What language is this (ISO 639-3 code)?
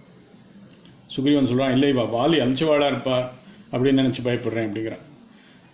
tam